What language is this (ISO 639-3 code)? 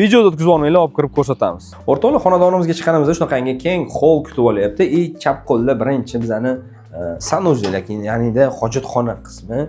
uzb